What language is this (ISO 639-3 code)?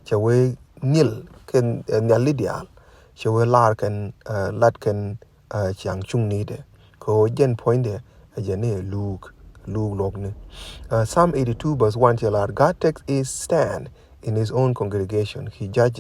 nus